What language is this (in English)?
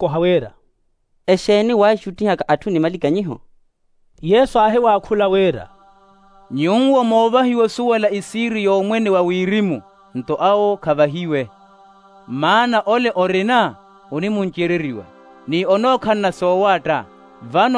Makhuwa